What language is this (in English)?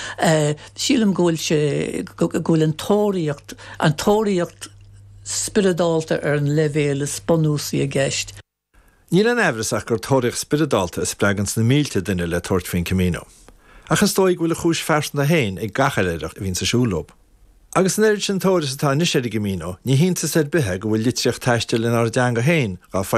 Irish